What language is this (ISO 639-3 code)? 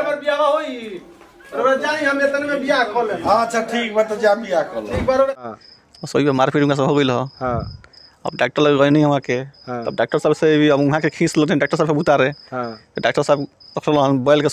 bho